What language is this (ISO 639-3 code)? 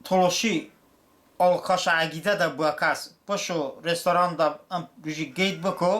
tly